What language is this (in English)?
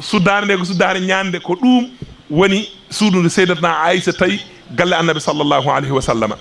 Fula